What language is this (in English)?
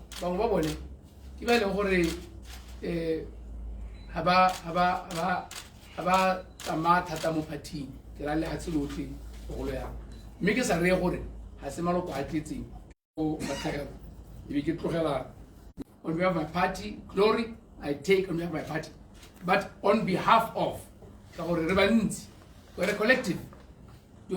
Tswana